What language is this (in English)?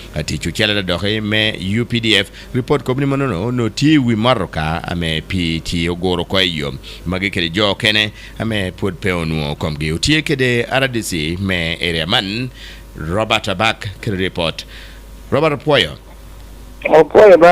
Acoli